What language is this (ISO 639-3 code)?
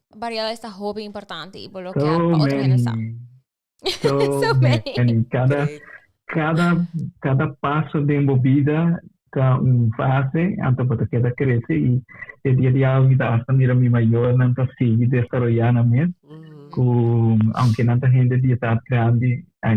pap